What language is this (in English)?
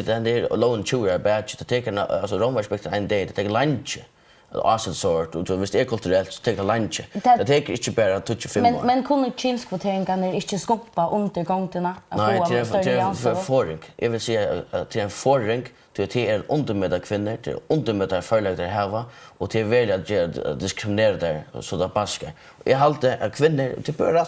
Faroese